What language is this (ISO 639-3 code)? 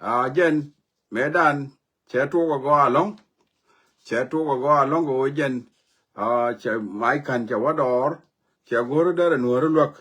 nus